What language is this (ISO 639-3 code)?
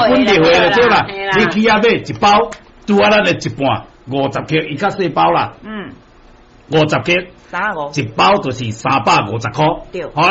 nan